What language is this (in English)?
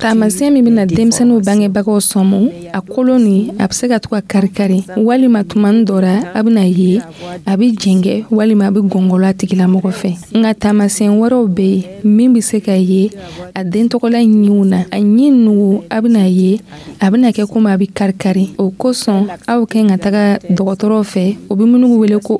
Dyula